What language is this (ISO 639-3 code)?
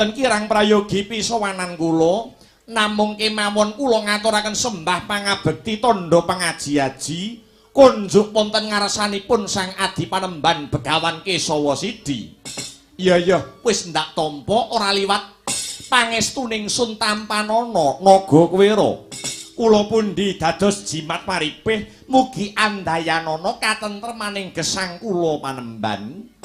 jav